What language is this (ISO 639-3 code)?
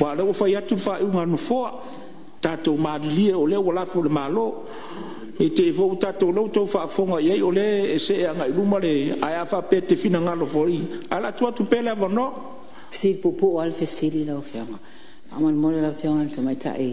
smo